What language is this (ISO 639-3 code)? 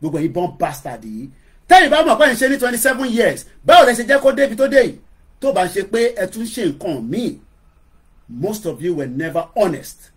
yor